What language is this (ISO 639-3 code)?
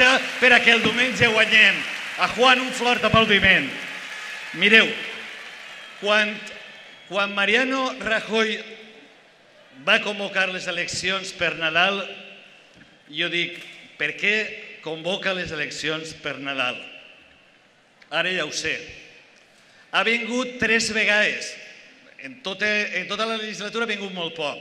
cat